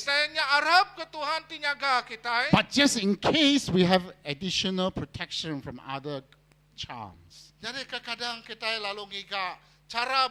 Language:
Iban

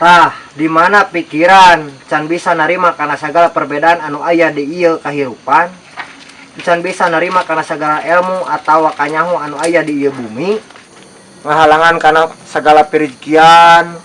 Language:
Sundanese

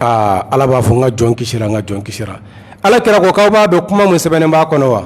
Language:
Bambara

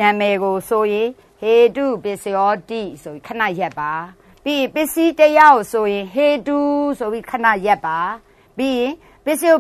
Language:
Burmese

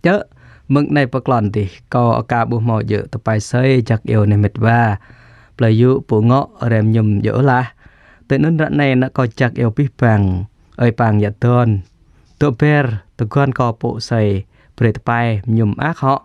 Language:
Jarai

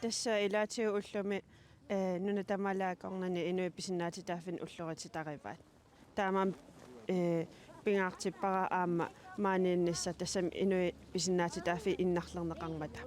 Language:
Kalaallisut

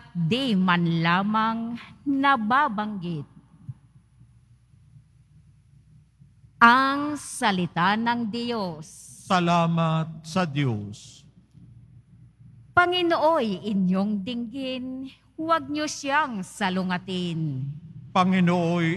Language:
Filipino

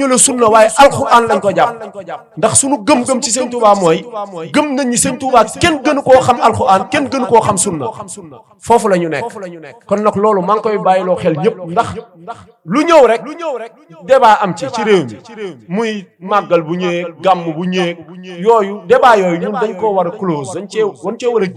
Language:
Wolof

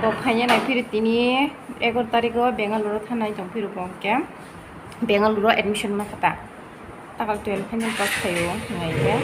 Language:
Kok Borok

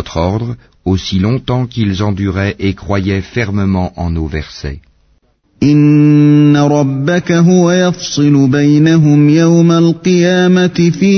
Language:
French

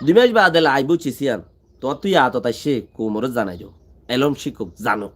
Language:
Rohingya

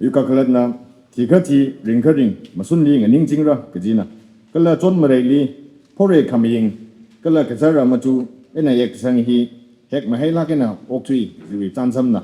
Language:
Tangkhul Naga (India)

